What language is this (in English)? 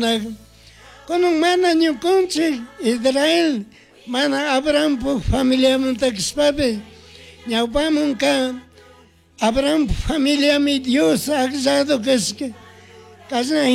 Chimborazo Highland Quichua